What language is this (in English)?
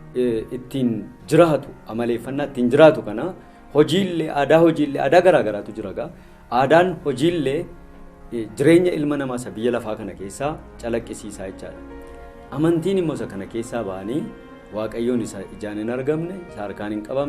Oromo